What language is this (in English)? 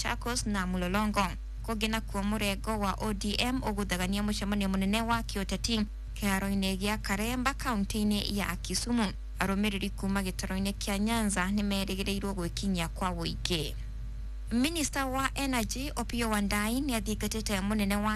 Kikuyu